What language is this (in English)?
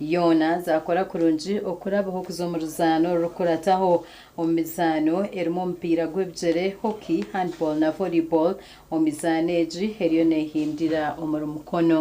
Nyankole